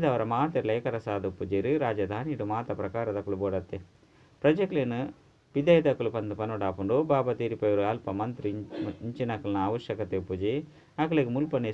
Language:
Tulu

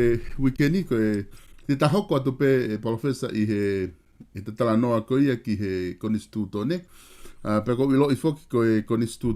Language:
Tongan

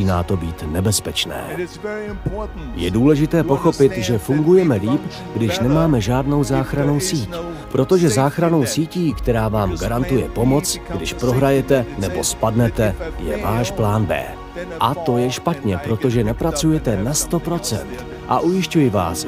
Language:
Czech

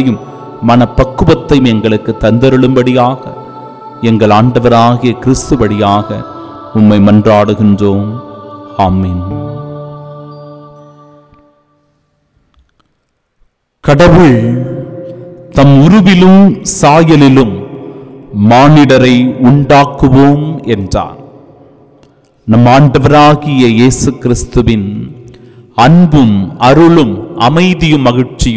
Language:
Tamil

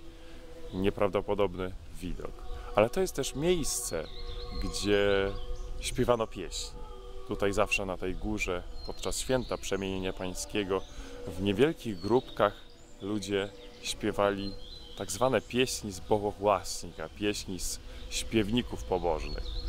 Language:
Polish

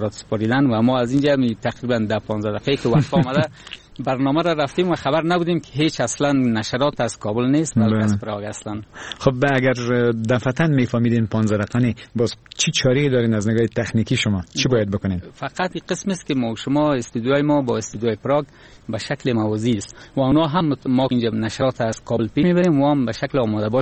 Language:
Persian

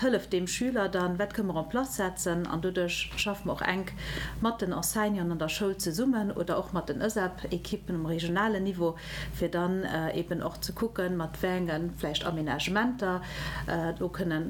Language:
Luxembourgish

